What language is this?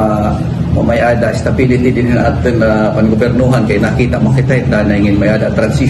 Waray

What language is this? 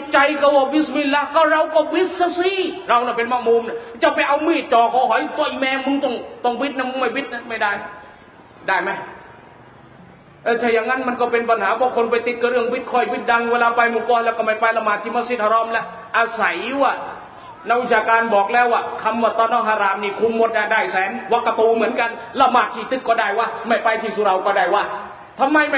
Thai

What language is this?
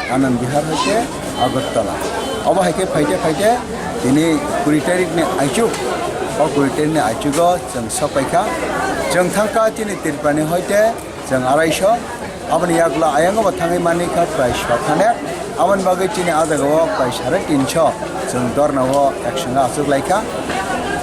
Kok Borok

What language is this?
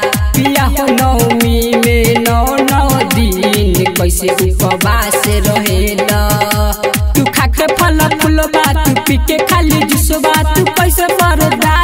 Bhojpuri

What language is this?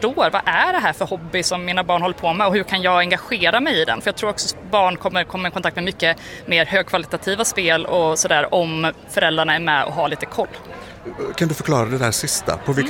Swedish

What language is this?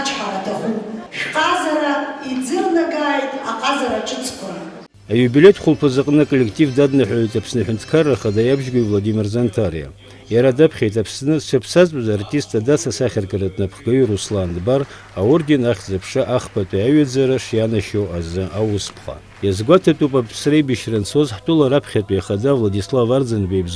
Abkhazian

